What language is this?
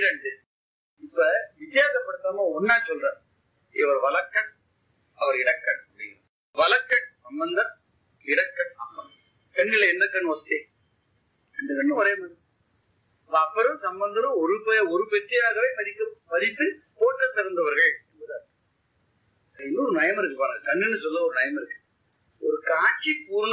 Tamil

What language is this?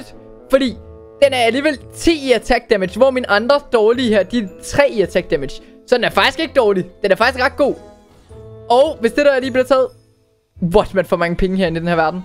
Danish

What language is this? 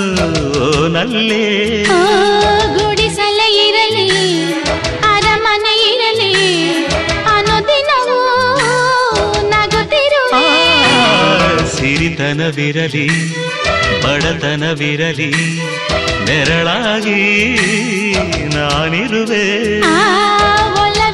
Kannada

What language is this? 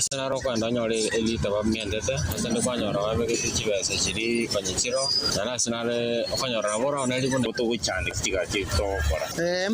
Gusii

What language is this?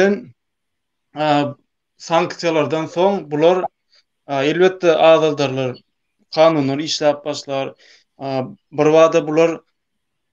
Turkmen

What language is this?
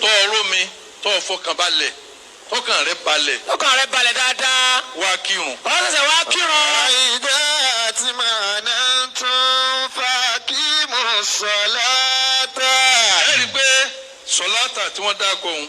Yoruba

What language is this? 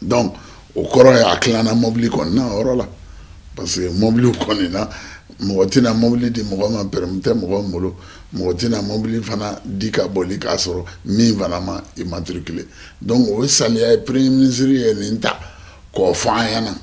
Bambara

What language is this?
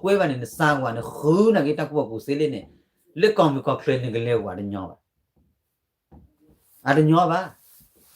S'gaw Karen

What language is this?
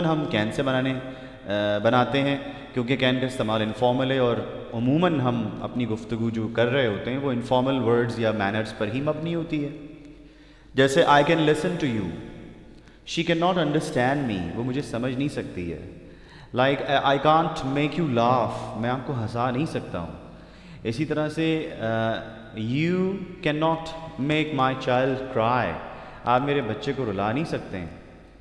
Urdu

